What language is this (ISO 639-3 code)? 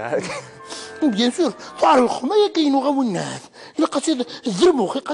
kab